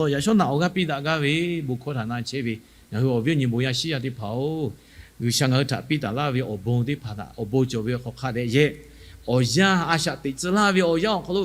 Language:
Lahu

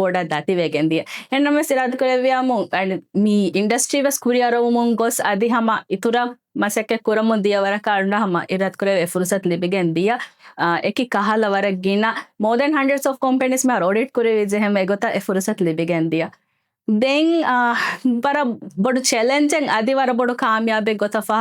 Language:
Divehi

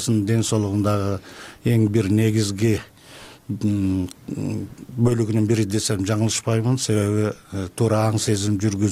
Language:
Kyrgyz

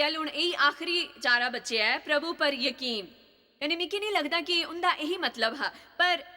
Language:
Dogri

